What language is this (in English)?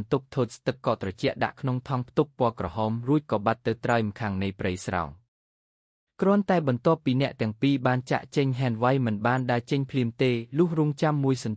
Khmer